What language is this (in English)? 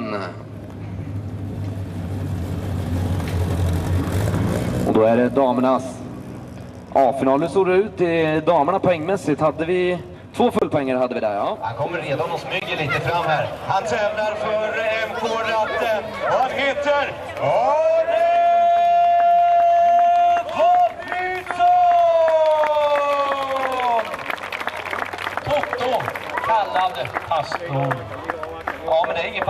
Swedish